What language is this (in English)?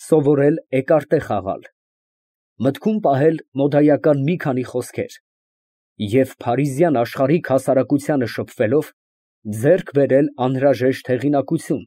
Armenian